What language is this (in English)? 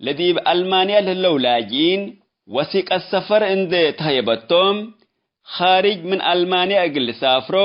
Tigre